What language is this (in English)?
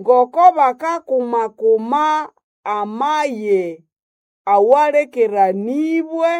Nande